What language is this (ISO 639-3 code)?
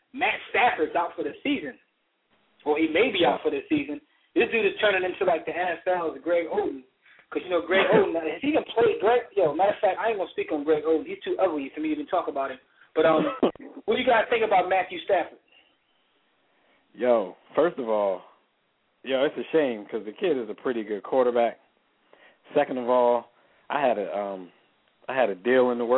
eng